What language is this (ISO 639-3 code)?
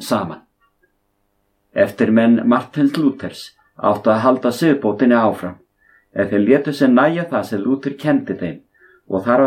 isl